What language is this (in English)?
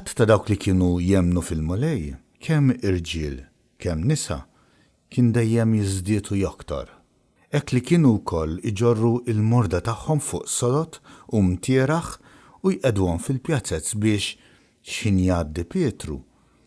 Maltese